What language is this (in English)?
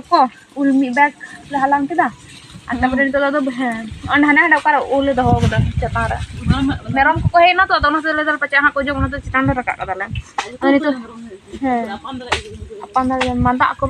Santali